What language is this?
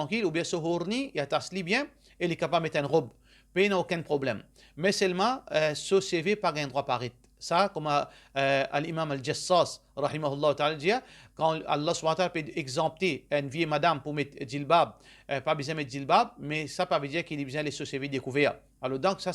Morisyen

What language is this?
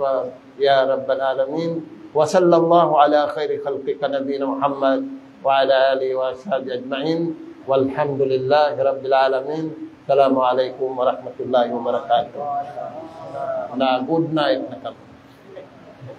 Tausug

